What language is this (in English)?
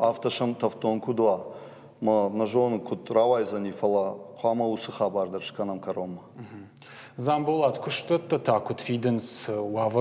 Ossetic